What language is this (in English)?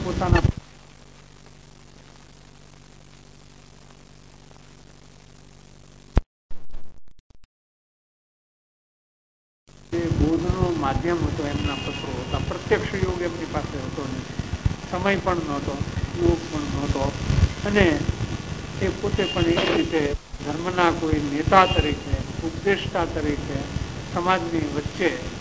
Gujarati